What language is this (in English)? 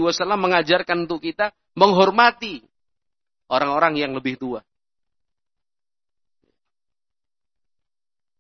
Indonesian